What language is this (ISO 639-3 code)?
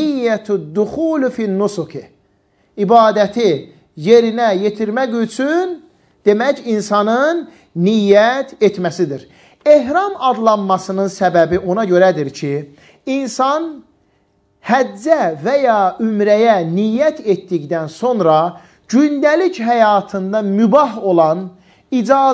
aze